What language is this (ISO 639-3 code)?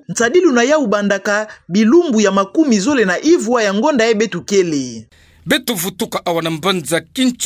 ktu